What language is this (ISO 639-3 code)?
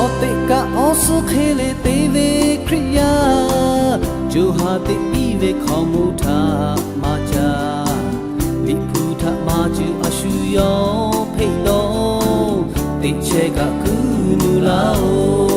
lhu